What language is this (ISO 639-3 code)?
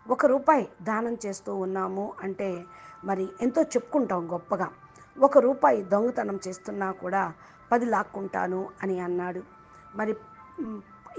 tel